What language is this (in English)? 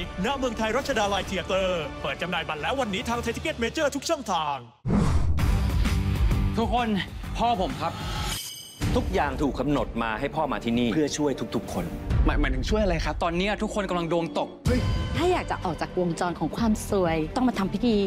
Thai